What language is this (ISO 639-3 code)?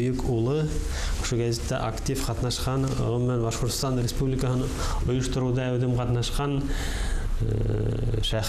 bak